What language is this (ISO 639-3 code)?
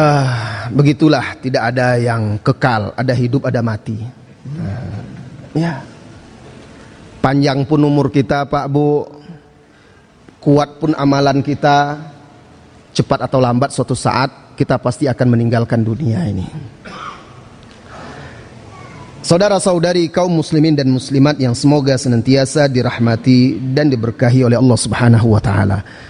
ind